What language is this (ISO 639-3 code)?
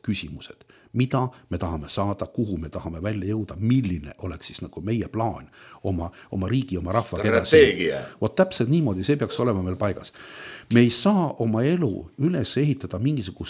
est